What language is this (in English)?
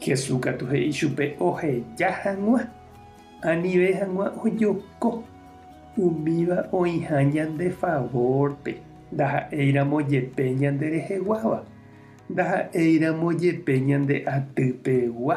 Guarani